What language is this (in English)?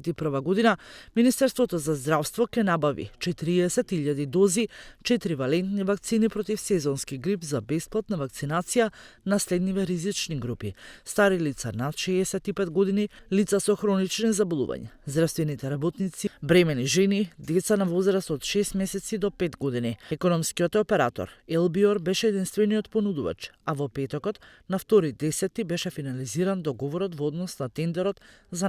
Macedonian